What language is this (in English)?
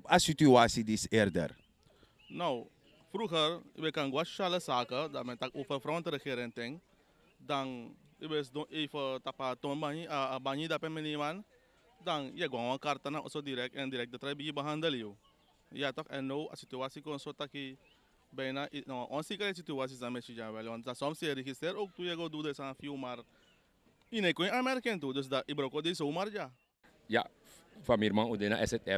Sranan Tongo